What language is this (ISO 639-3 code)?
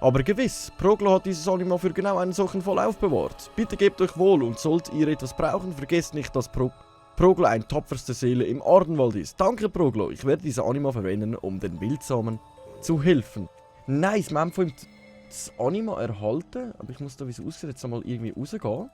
gsw